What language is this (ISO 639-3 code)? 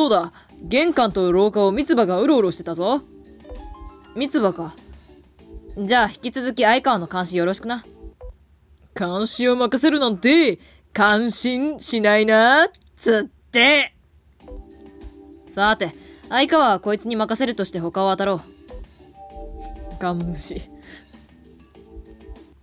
jpn